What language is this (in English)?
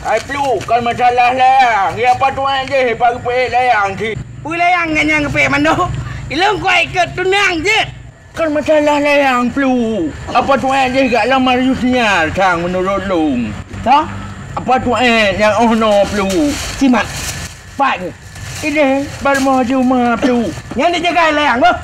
Achinese